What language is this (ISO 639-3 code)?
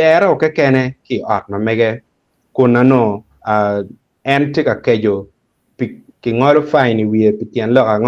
ach